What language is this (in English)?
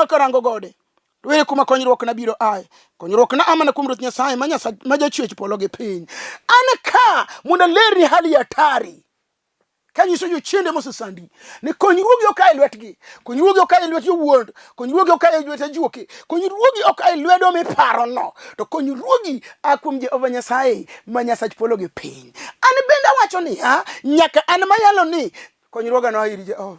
Luo (Kenya and Tanzania)